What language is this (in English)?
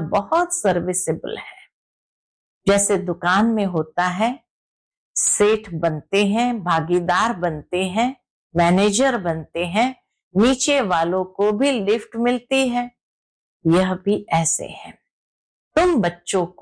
Hindi